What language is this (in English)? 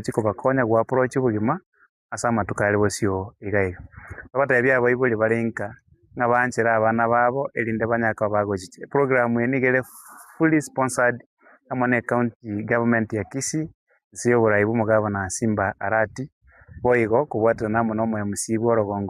Gusii